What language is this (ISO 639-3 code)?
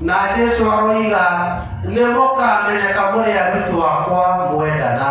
kik